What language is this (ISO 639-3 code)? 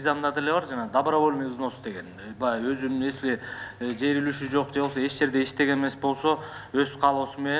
kir